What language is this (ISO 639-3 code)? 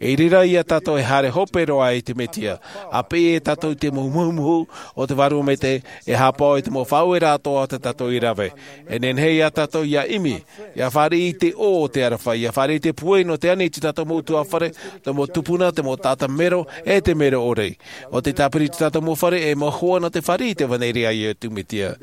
tah